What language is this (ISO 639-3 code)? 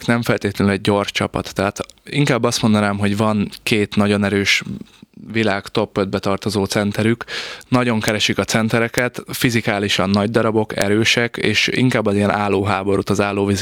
hun